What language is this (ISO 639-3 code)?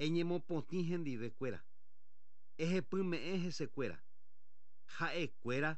grn